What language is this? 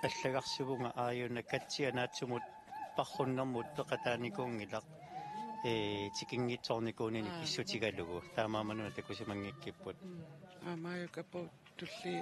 Kalaallisut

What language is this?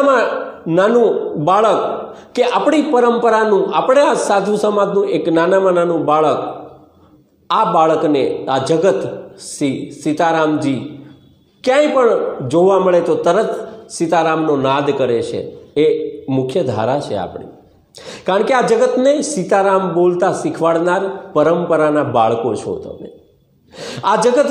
Gujarati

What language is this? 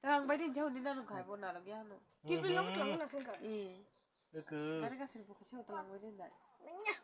Kok Borok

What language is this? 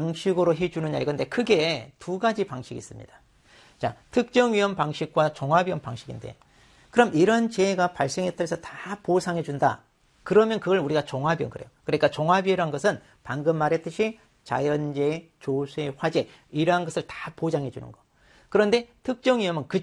Korean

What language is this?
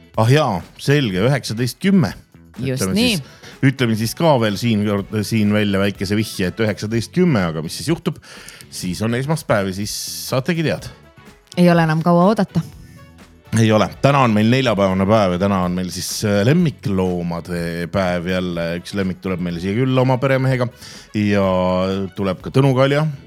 Estonian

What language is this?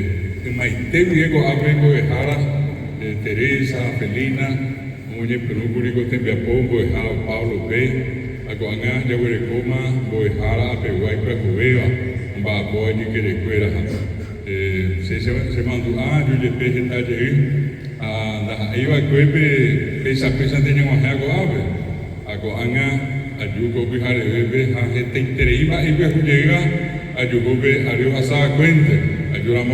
Guarani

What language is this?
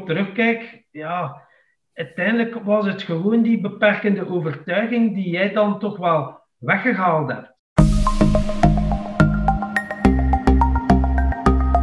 Dutch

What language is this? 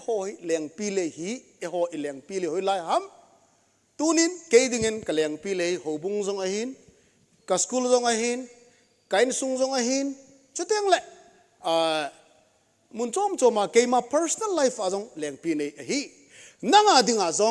Thado Chin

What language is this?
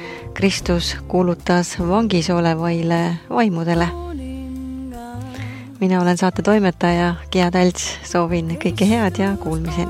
Estonian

